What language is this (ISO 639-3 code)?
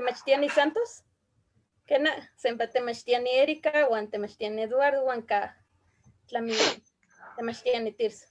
nhe